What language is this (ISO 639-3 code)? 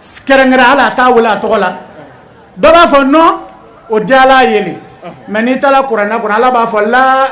bam